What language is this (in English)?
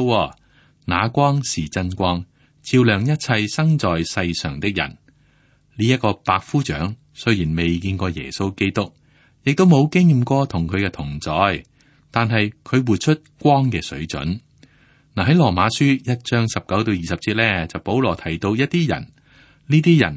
Cantonese